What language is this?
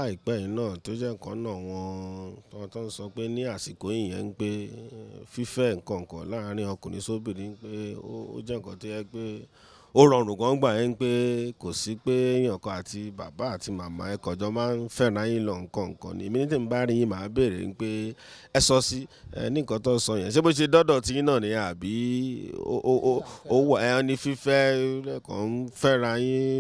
Yoruba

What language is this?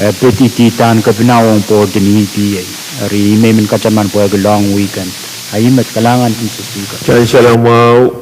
Pohnpeian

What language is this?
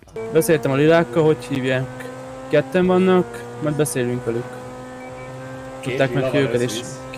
Hungarian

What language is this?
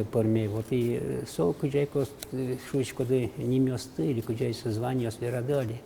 Udmurt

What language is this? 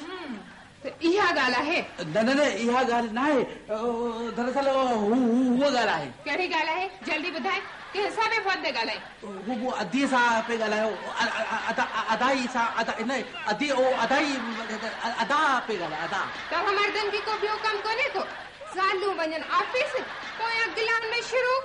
Sindhi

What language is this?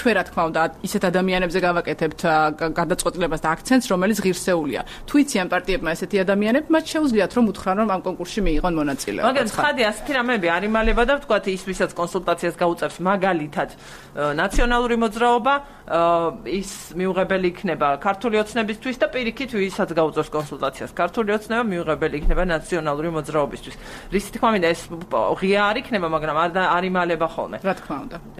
Georgian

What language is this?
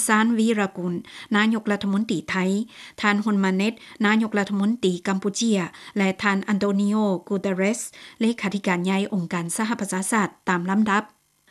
Lao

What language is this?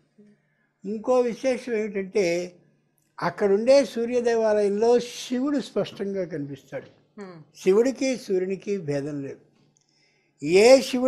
Telugu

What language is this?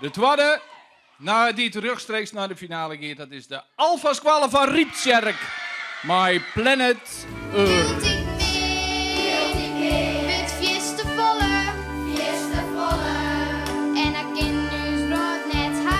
Western Frisian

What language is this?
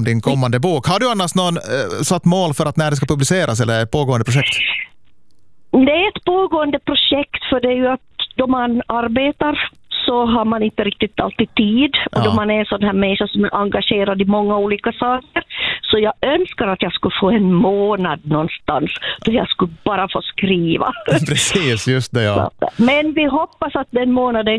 Swedish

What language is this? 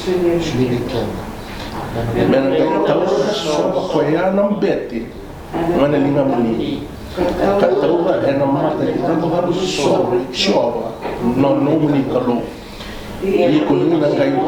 Fijian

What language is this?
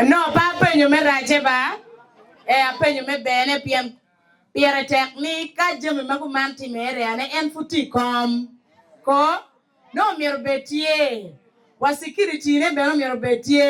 Acoli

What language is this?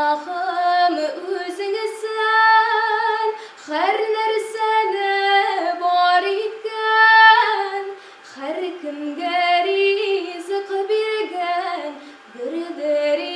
Tatar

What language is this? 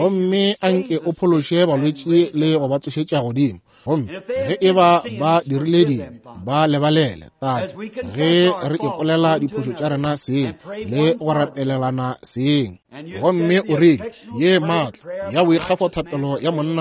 Northern Sotho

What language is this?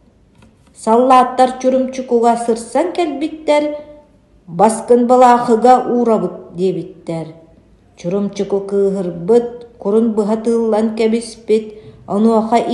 Yakut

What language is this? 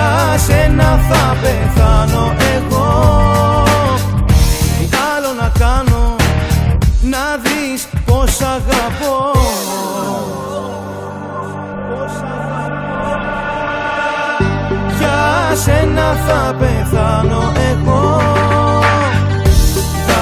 Greek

